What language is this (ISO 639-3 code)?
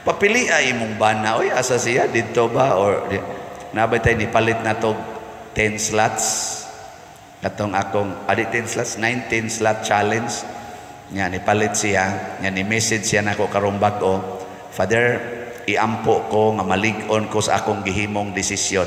ceb